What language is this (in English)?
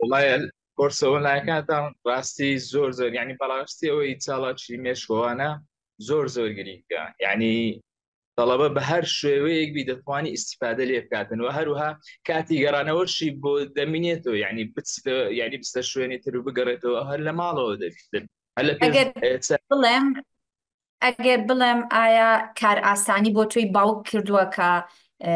Central Kurdish